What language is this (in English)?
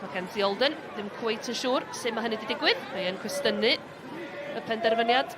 Welsh